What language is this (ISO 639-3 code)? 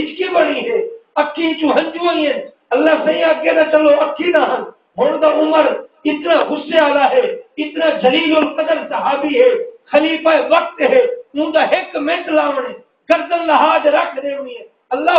skr